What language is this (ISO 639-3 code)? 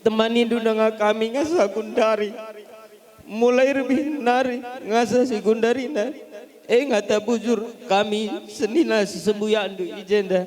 btx